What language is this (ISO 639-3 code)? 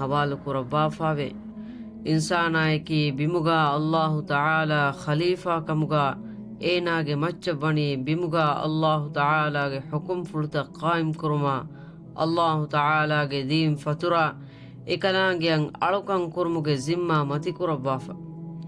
div